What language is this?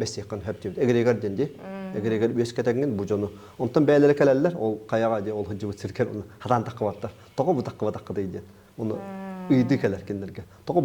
Yakut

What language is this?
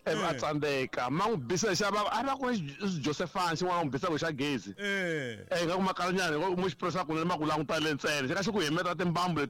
Tsonga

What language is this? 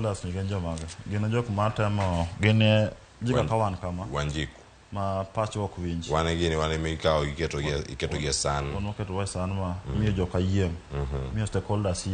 Luo (Kenya and Tanzania)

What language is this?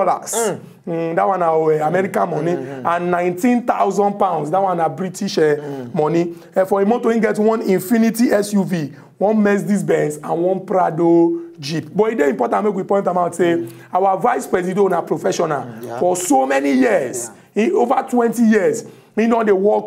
Nigerian Pidgin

